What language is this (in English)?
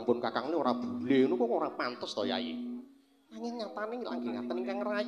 Javanese